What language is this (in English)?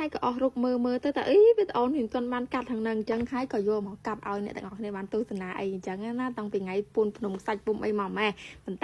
Khmer